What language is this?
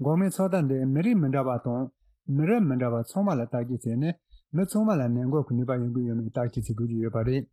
Tibetan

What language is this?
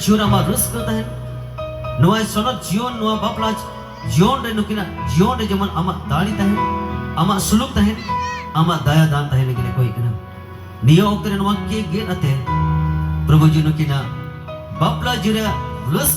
Santali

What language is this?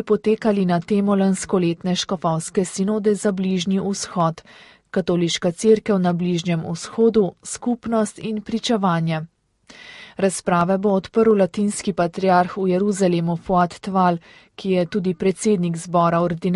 Slovenian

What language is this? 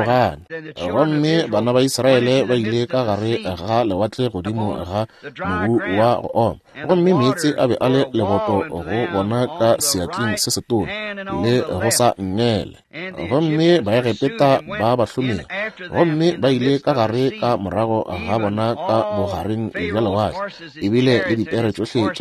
Northern Sotho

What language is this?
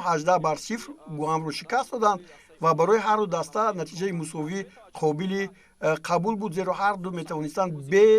Tajik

